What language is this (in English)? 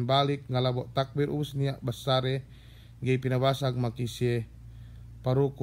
Yakan